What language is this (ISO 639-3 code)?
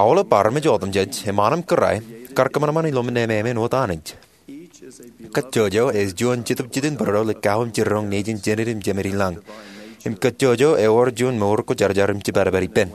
mah